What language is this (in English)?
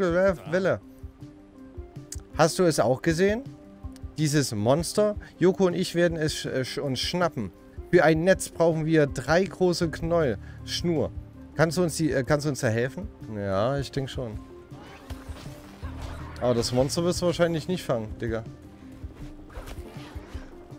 German